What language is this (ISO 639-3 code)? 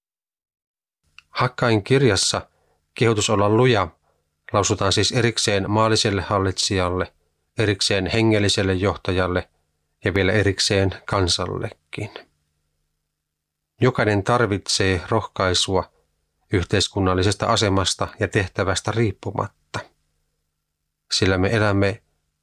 fin